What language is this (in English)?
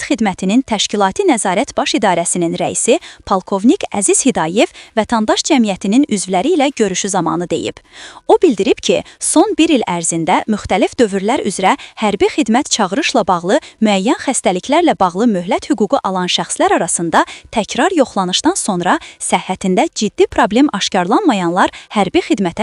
Azerbaijani